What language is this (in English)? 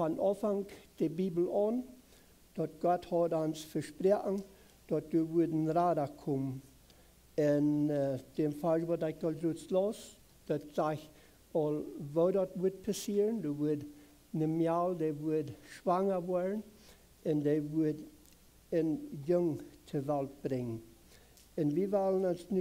Plautdietsch